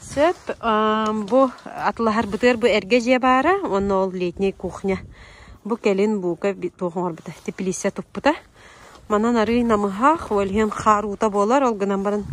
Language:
Yakut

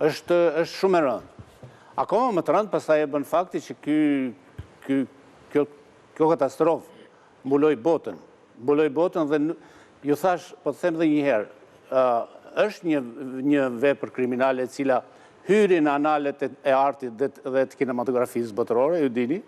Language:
Albanian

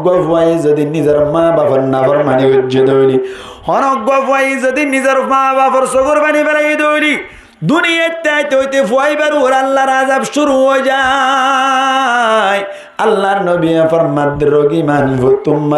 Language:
Rohingya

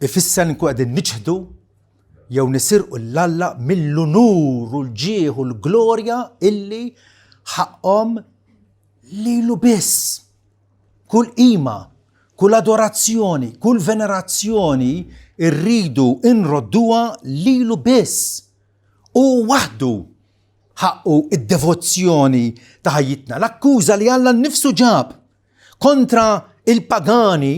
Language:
Maltese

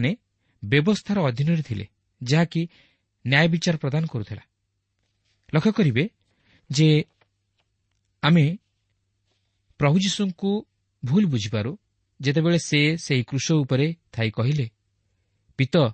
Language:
Odia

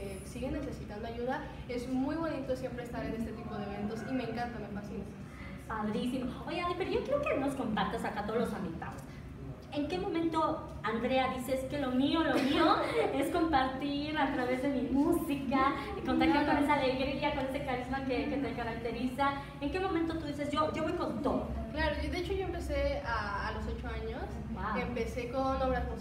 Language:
Spanish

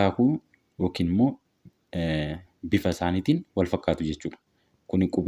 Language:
Oromo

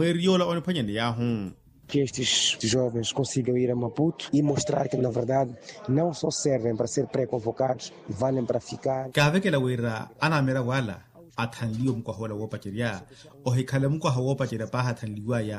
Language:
Makhuwa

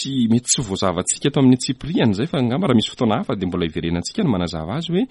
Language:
Malagasy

